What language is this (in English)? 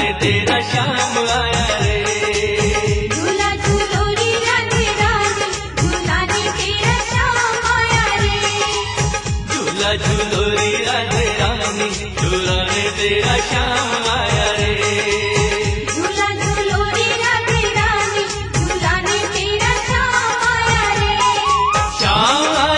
Hindi